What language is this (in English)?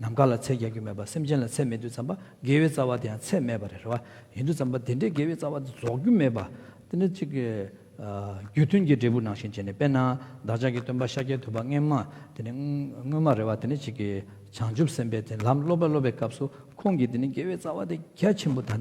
Tibetan